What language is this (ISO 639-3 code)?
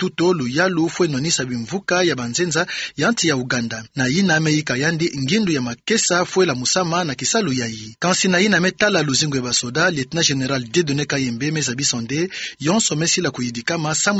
ktu